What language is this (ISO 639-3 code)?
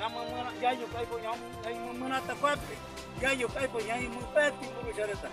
grn